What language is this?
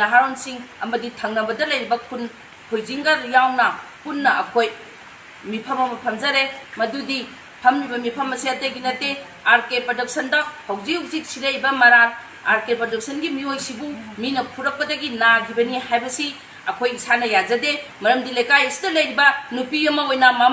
Manipuri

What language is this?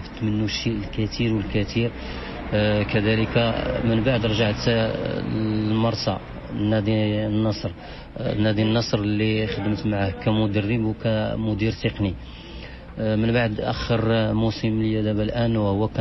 Moroccan Arabic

